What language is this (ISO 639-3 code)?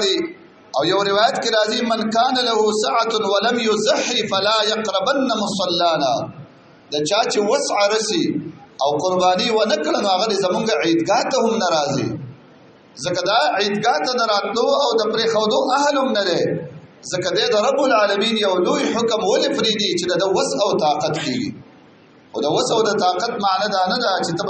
pus